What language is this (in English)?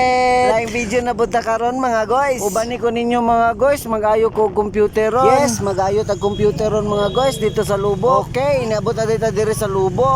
Cebuano